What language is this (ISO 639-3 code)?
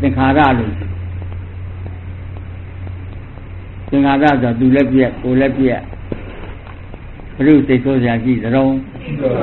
mya